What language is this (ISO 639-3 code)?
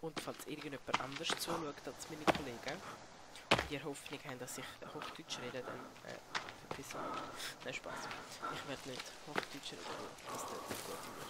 gsw